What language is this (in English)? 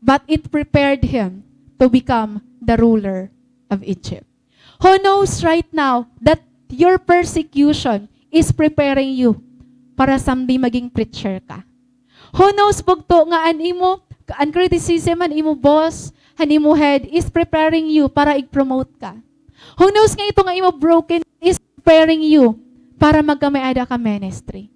Waray